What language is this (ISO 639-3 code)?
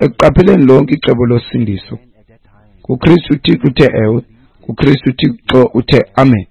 xho